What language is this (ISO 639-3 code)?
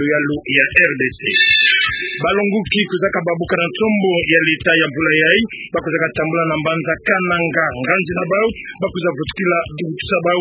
ktu